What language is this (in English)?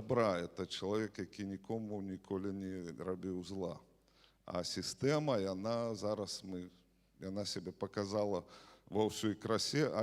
Belarusian